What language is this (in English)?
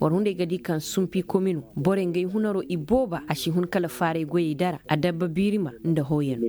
Koyraboro Senni